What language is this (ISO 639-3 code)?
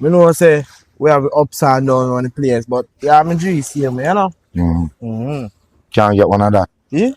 jam